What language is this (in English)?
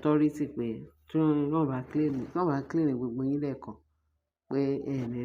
Yoruba